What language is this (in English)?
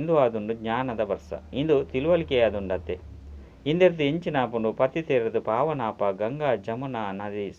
Tulu